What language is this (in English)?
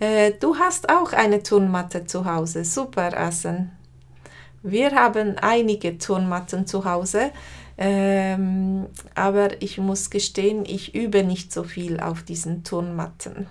Swiss German